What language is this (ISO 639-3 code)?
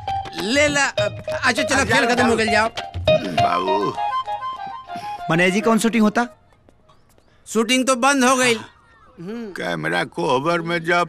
bho